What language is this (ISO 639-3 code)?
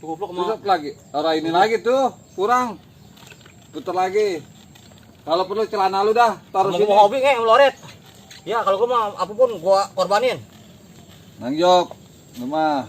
bew